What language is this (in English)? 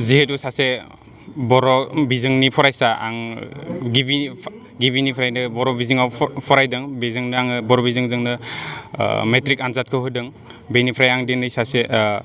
Bodo